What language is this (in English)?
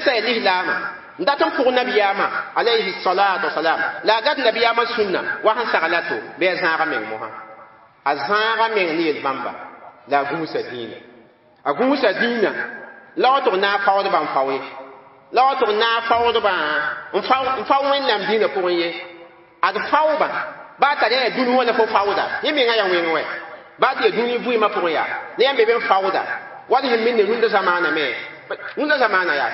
Mossi